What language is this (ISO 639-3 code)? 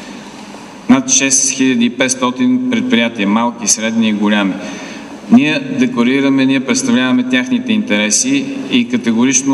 bul